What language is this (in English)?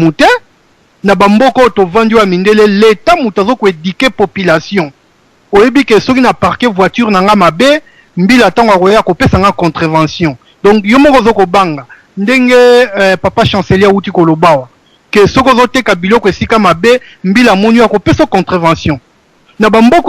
Lingala